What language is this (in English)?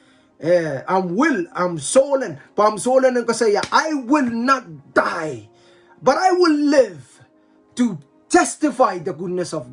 Pohnpeian